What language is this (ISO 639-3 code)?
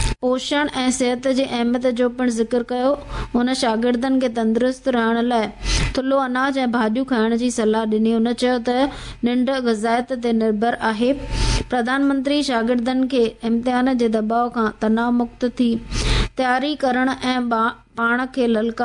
snd